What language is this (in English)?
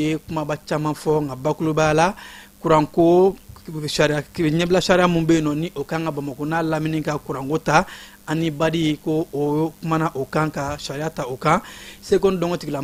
Bambara